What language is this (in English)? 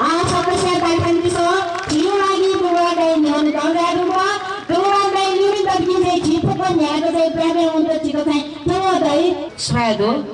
Newari